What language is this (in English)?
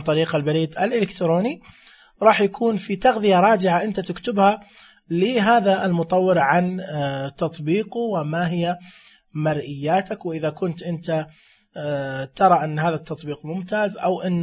Najdi Arabic